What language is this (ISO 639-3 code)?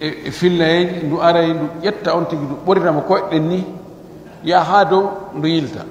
fuf